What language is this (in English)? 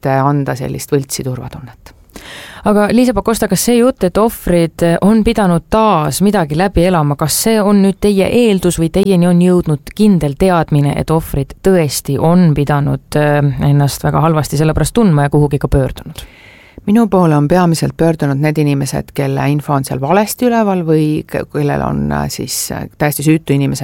Estonian